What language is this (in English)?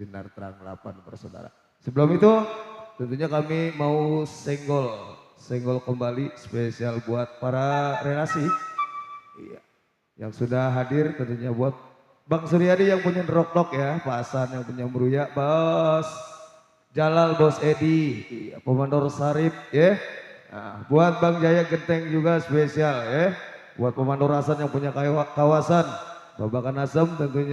Betawi